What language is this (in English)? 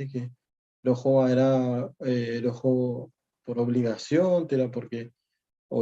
Guarani